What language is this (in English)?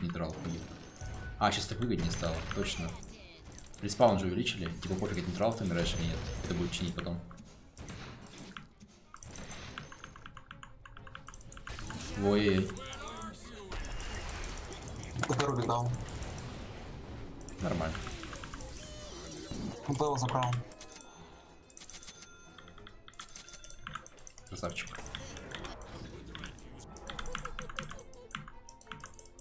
Russian